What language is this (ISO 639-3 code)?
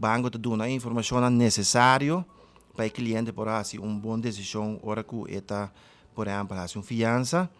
pap